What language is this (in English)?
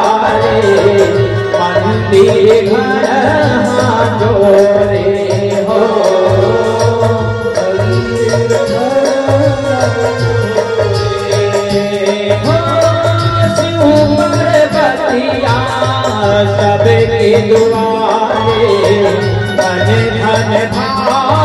Chhattisgarhi